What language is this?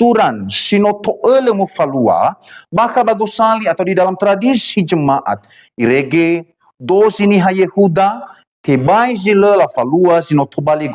Nias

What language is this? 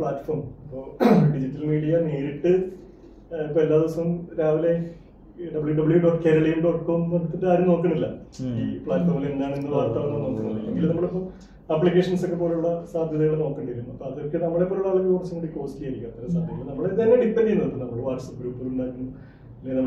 Malayalam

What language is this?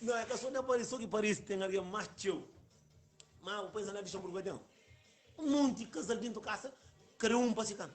Kabuverdianu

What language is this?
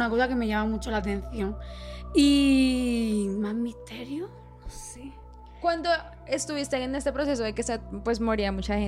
Spanish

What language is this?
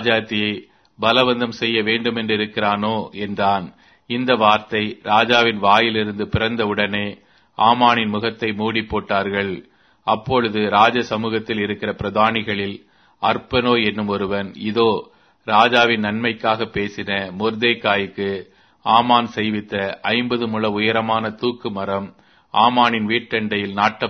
Tamil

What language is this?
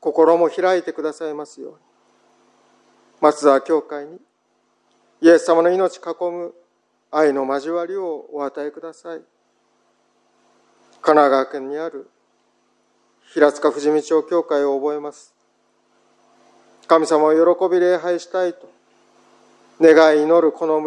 Japanese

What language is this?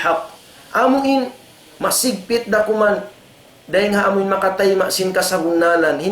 Tausug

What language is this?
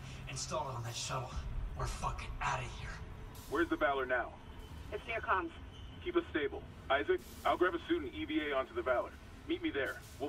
English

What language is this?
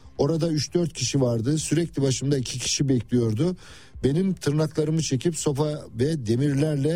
Turkish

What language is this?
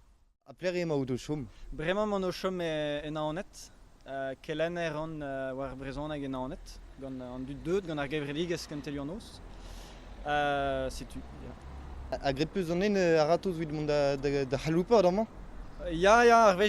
Breton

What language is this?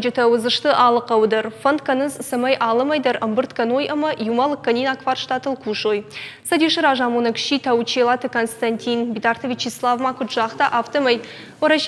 Ossetic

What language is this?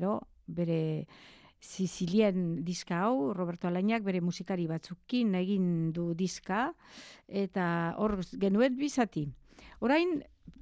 Basque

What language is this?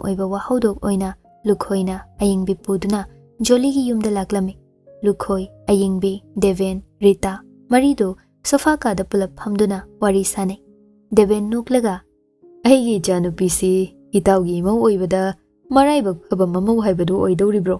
Manipuri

